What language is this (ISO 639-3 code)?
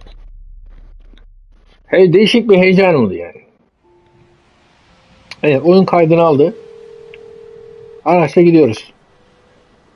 tur